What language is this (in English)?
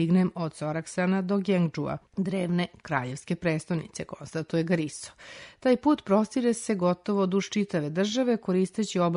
Serbian